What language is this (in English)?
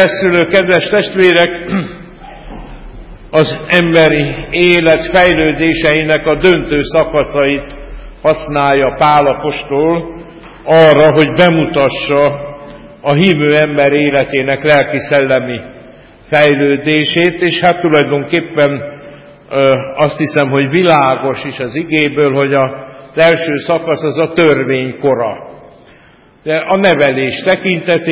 Hungarian